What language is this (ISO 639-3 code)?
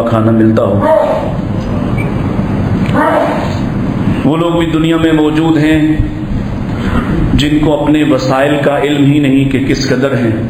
urd